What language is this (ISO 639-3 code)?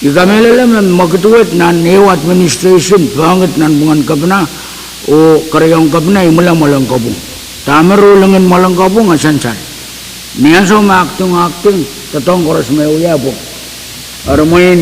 pon